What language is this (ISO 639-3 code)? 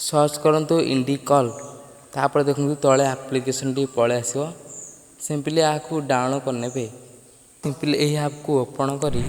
ori